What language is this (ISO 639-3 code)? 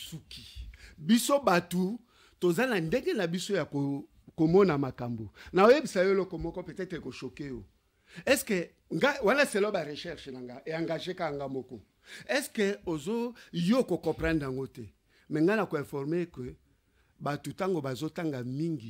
lin